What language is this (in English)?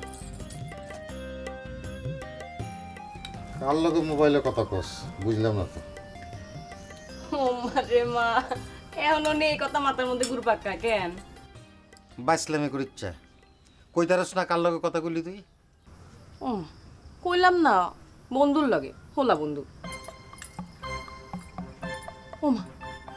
Bangla